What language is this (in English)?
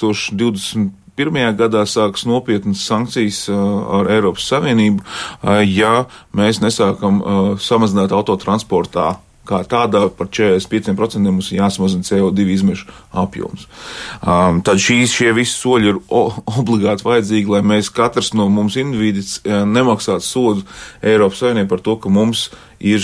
Latvian